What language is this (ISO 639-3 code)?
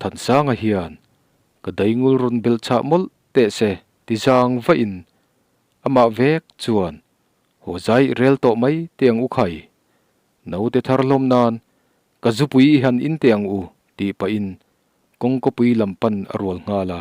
lus